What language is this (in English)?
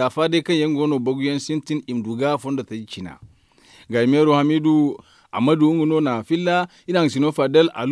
Zarma